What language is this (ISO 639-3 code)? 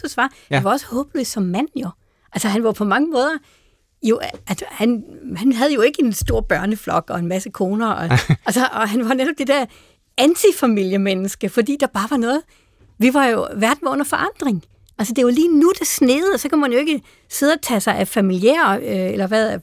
dan